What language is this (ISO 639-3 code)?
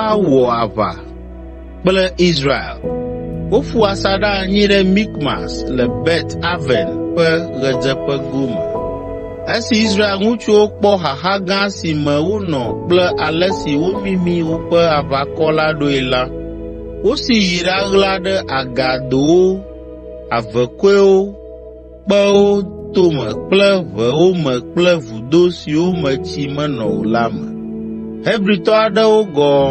ewe